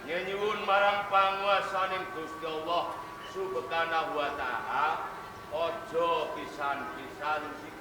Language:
Javanese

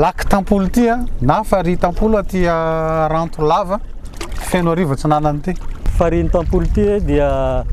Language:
Malagasy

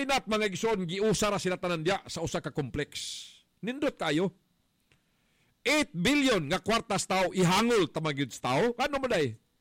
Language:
Cebuano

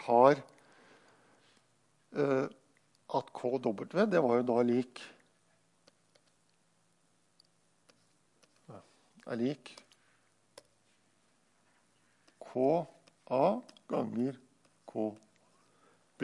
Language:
Norwegian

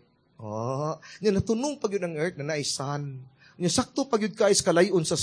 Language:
Cebuano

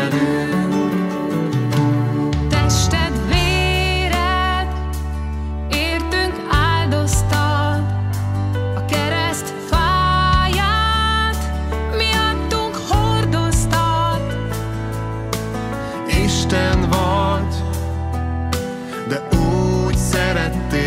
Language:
Hungarian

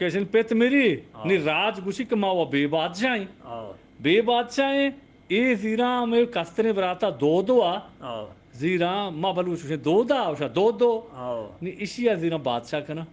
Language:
Eastern Balochi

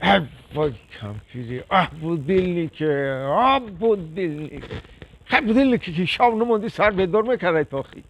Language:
Tajik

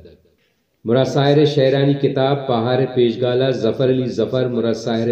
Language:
Baluchi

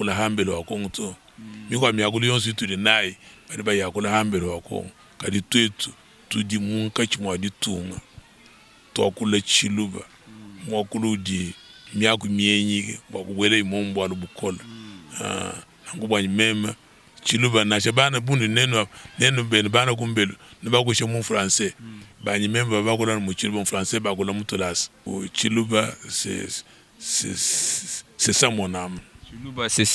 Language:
Luba-Lulua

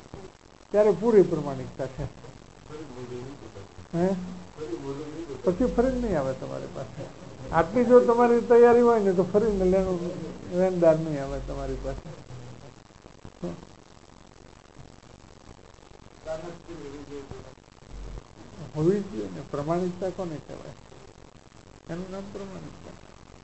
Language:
Gujarati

